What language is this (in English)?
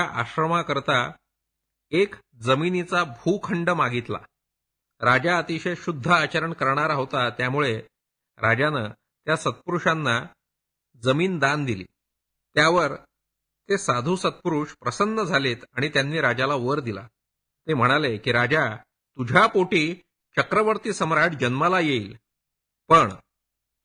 Marathi